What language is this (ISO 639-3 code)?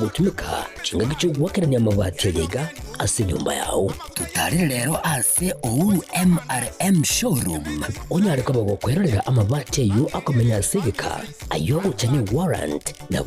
guz